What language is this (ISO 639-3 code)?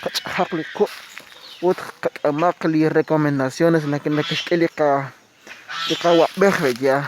kek